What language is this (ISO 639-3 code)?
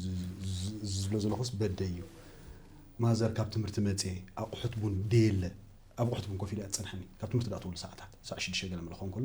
tir